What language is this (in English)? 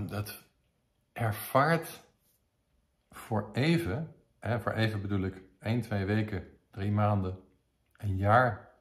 Dutch